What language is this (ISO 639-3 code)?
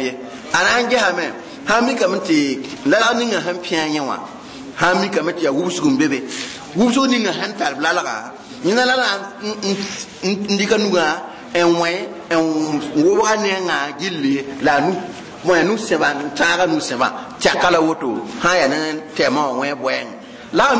mos